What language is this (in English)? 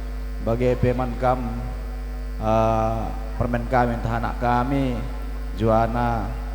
Batak Karo